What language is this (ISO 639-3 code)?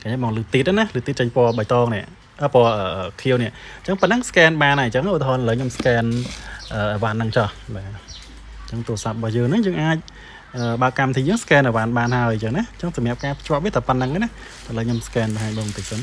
khm